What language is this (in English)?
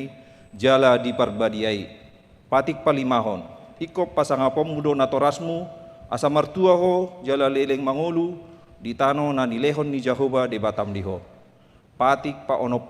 Batak Toba